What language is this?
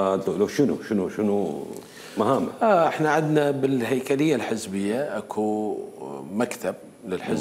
Mesopotamian Arabic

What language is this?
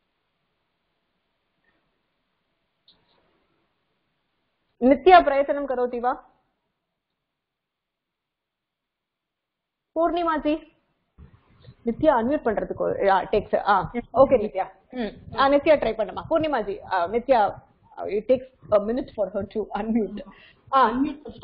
Tamil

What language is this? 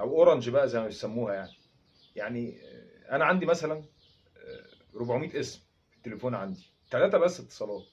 Egyptian Arabic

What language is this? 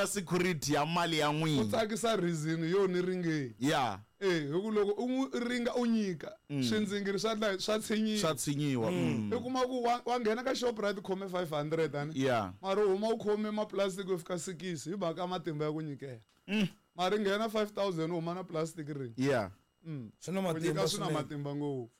Tsonga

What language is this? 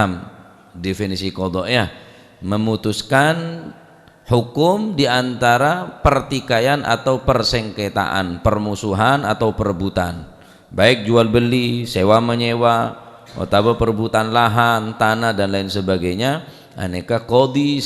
Madurese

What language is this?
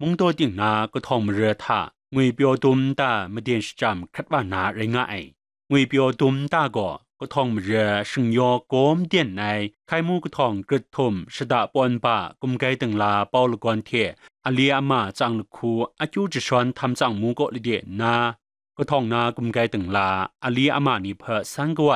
Kachin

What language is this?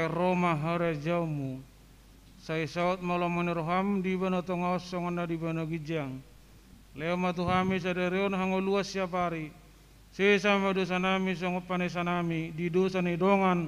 Batak Toba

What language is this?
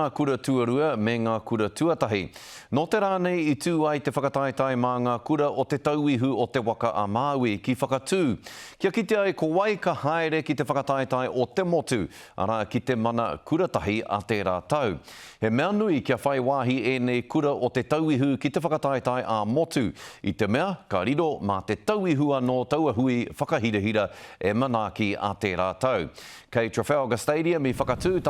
Māori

